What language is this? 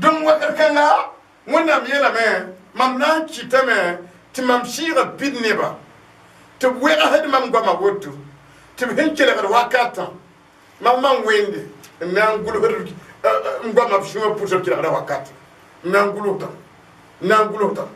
Mossi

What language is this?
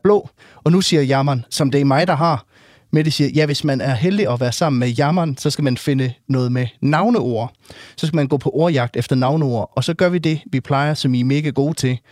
Danish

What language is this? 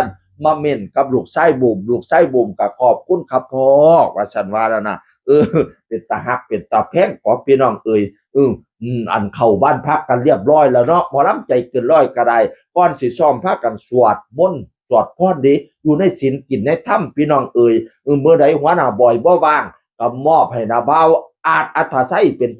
Northeastern Thai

